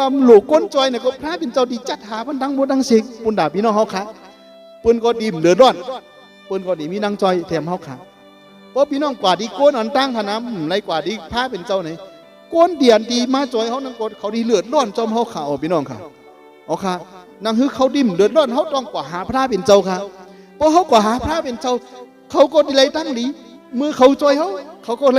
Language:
Shan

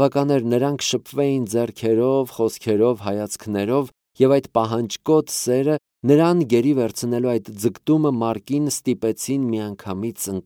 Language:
Armenian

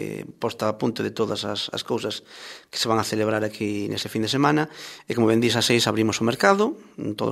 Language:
Galician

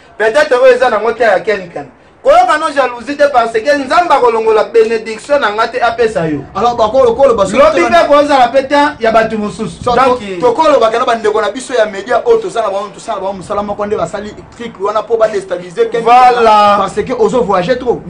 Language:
Lingala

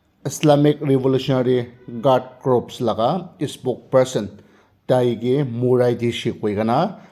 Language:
Naga Pidgin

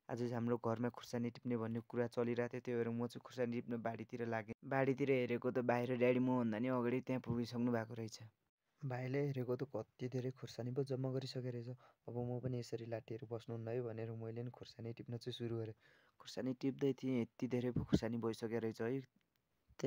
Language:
Nepali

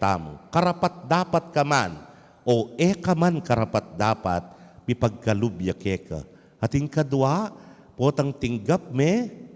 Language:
Pampanga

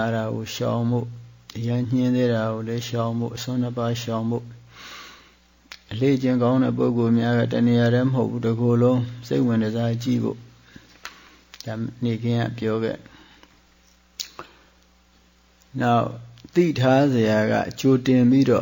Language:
Burmese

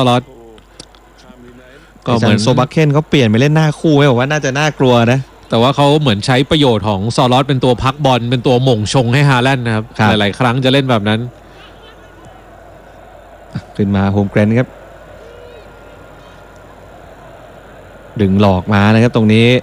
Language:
Thai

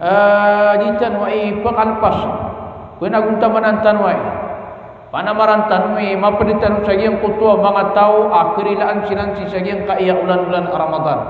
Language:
Maranao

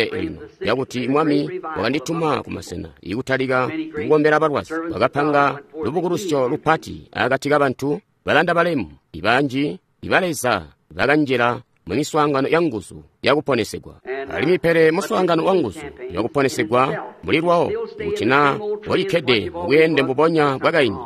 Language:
Tonga (Zambia)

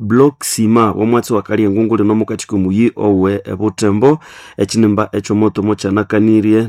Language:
Nande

